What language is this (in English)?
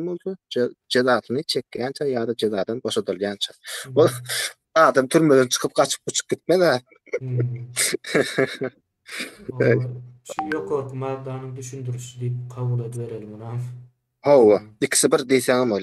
Turkmen